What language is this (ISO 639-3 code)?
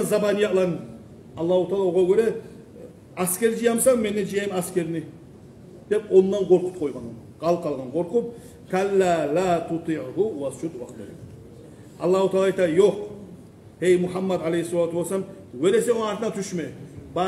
kum